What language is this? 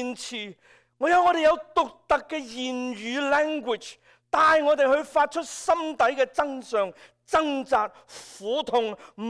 Cantonese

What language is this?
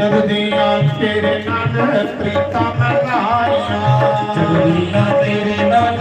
Dogri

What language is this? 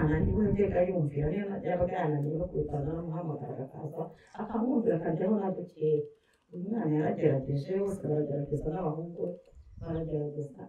Kinyarwanda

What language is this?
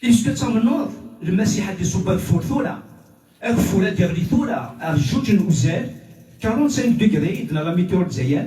Kabyle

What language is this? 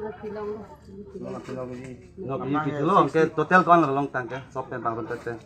Karbi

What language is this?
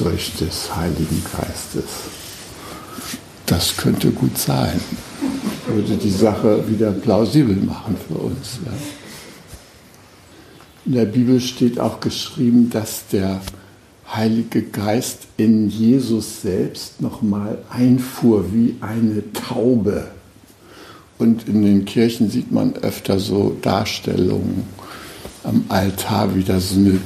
German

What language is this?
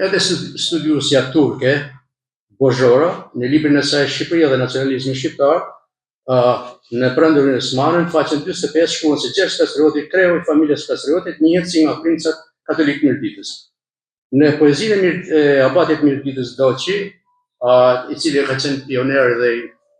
Albanian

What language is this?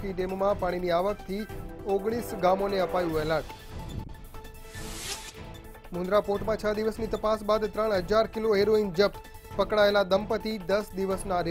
Gujarati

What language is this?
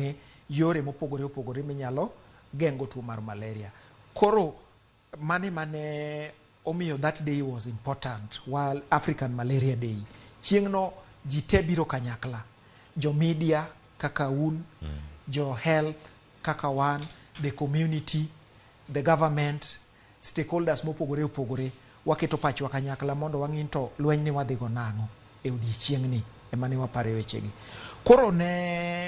Luo (Kenya and Tanzania)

